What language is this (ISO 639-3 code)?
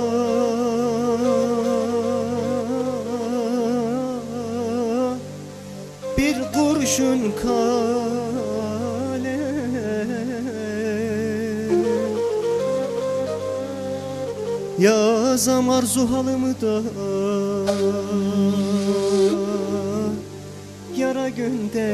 tur